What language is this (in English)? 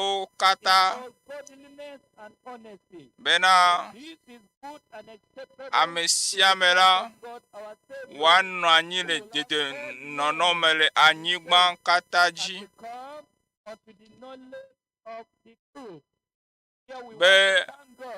Ewe